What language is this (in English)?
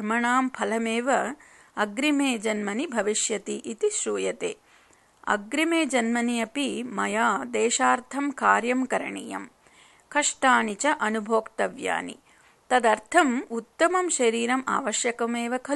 Sanskrit